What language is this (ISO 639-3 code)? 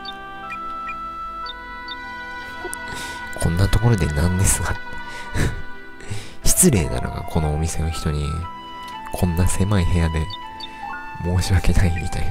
jpn